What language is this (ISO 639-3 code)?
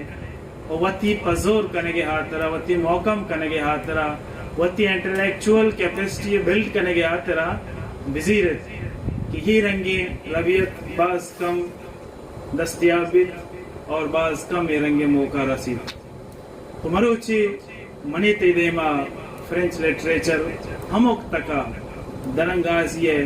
bal